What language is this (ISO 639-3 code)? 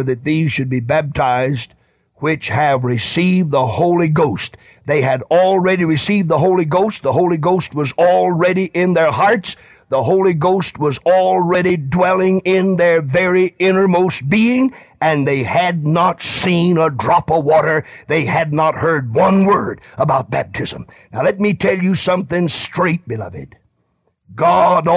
eng